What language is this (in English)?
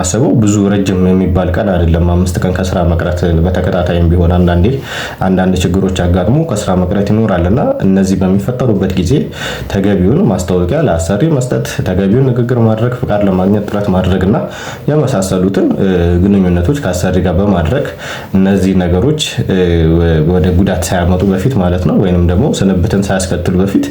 Amharic